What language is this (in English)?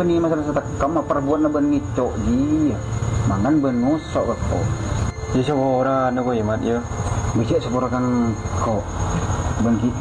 Madurese